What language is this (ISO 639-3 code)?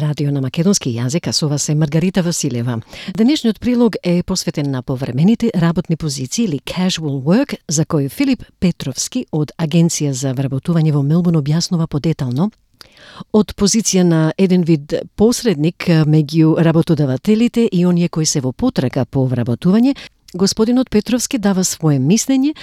mkd